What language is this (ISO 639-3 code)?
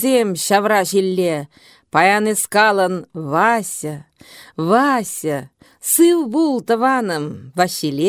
chv